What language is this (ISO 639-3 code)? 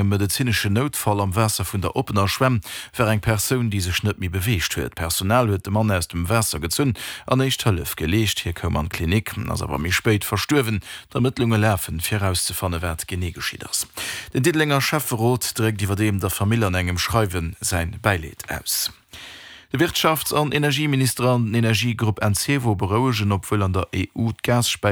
ltz